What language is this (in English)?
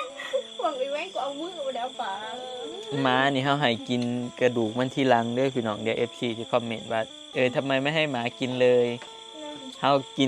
Northeastern Thai